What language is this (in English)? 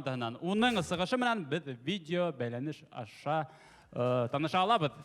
Bashkir